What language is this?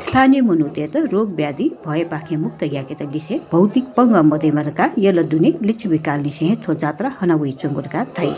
Newari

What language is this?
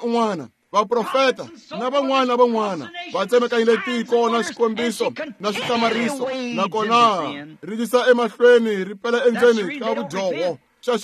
Tsonga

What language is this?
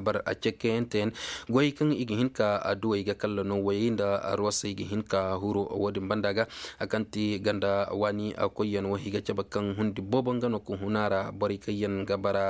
Koyraboro Senni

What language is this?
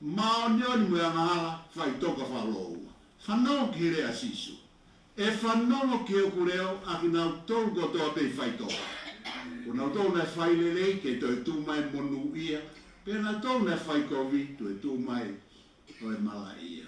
Tongan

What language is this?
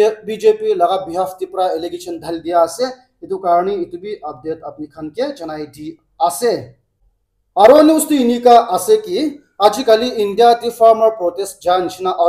Naga Pidgin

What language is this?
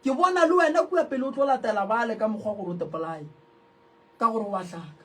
Northern Sotho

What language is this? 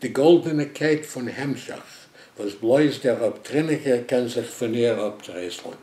Yiddish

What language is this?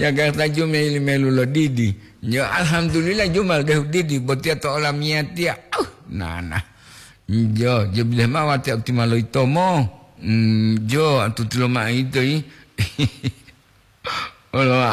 Gorontalo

